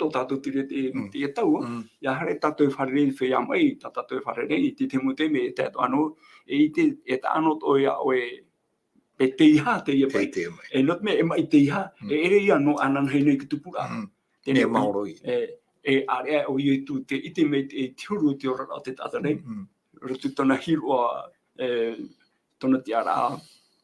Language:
Tahitian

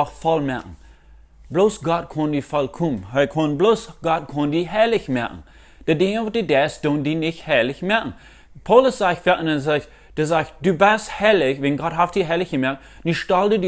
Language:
Plautdietsch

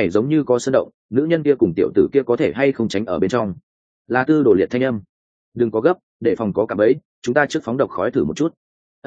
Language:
Vietnamese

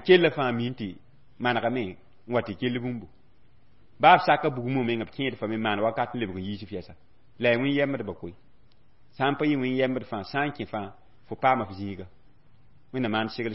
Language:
Mossi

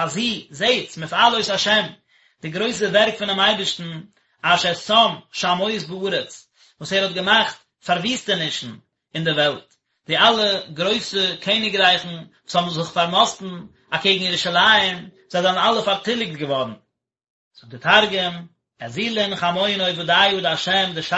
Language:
Yiddish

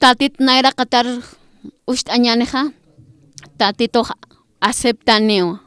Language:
Aymara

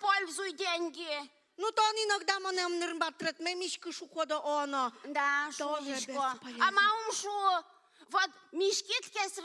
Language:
Udmurt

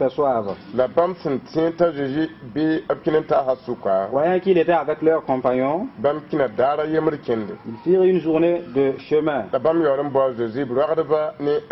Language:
Mossi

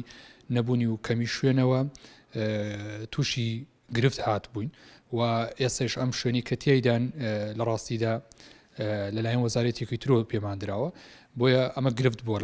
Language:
Central Kurdish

